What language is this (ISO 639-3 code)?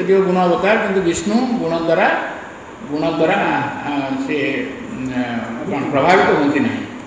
ori